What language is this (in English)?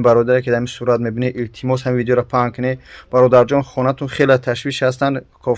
Tajik